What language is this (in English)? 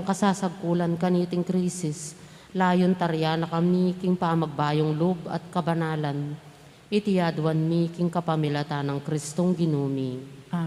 Pampanga